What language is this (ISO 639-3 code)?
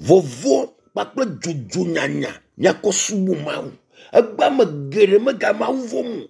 ewe